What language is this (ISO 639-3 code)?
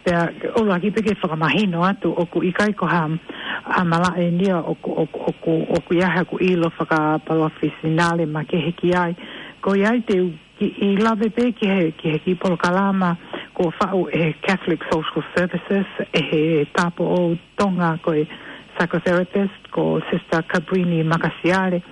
ton